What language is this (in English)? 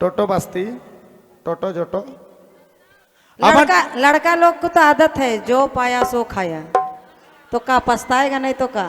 Sadri